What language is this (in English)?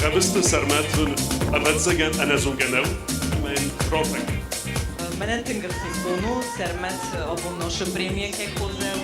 Ossetic